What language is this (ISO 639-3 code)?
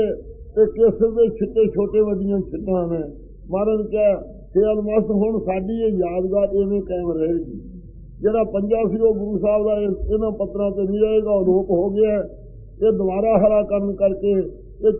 pan